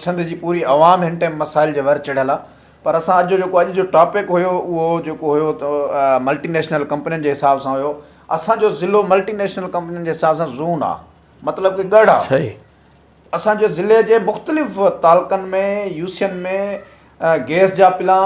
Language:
Sindhi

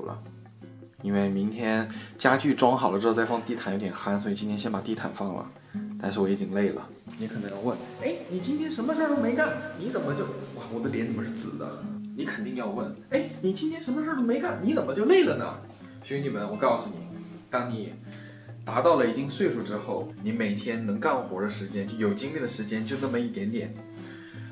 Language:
Chinese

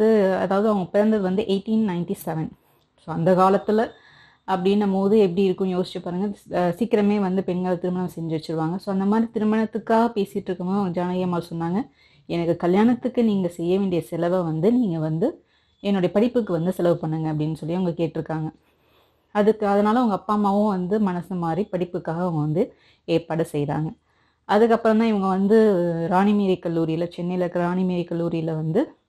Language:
Tamil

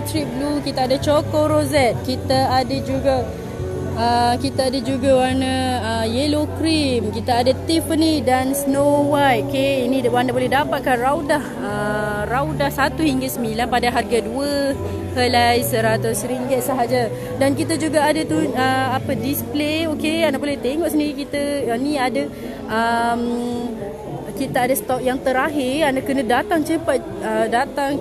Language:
Malay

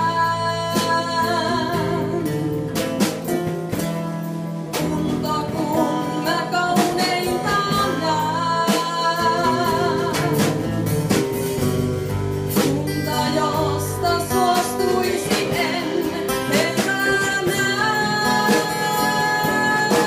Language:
Finnish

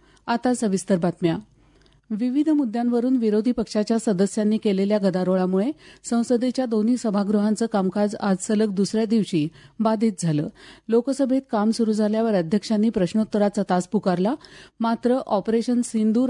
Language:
Marathi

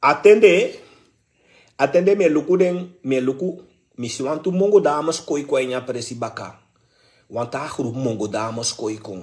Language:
Sranan Tongo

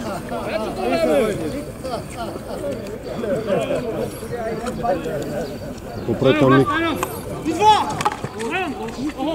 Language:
Bulgarian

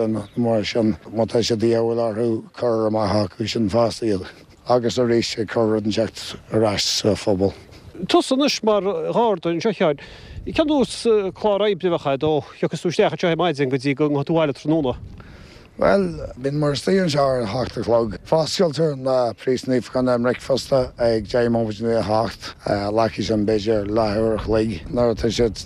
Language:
Irish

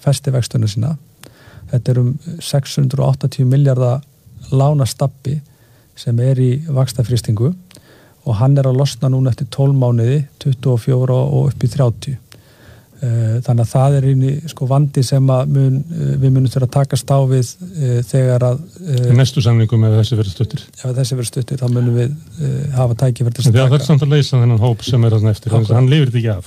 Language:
Icelandic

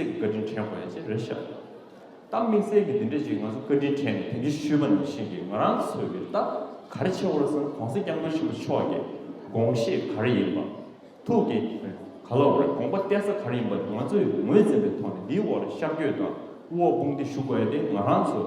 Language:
Tibetan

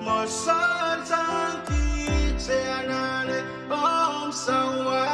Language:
Pohnpeian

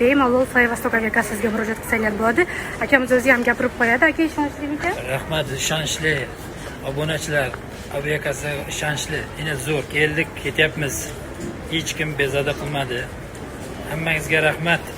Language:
Uzbek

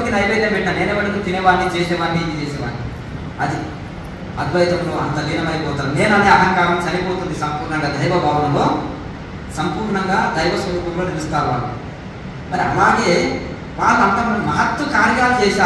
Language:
Telugu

